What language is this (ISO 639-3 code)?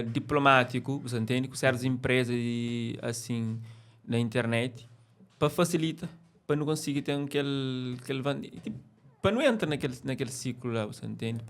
kea